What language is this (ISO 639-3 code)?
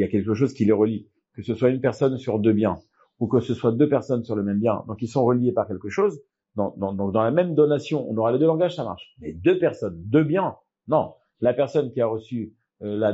fra